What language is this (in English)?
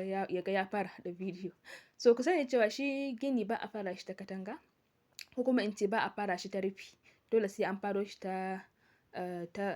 Hausa